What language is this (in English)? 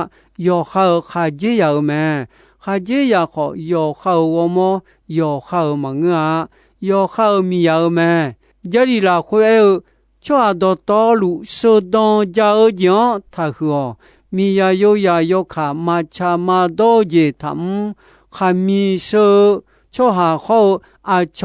Akha